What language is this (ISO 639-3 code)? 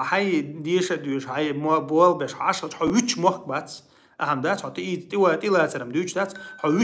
che